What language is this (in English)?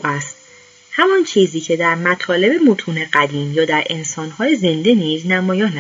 Persian